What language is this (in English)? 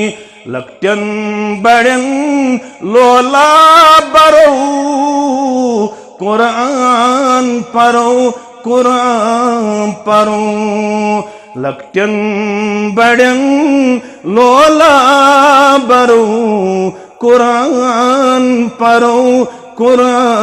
Kashmiri